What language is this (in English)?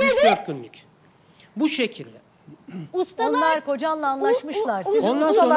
Turkish